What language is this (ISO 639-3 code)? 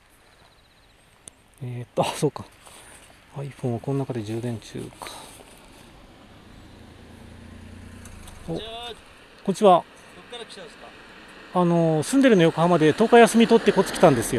jpn